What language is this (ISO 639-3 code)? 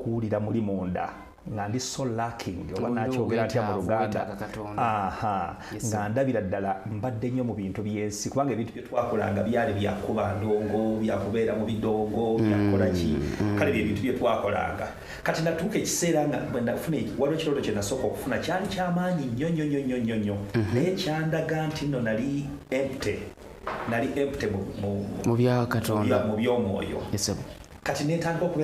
lug